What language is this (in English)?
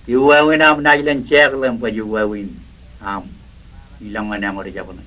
Marshallese